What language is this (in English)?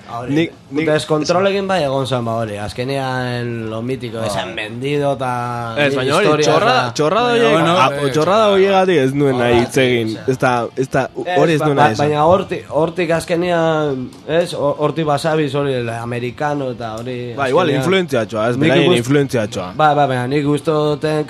Basque